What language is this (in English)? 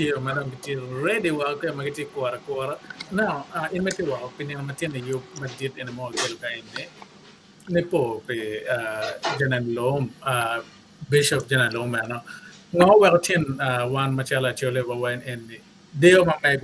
Acoli